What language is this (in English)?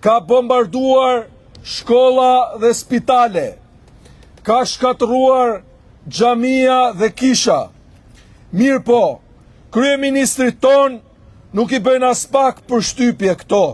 Albanian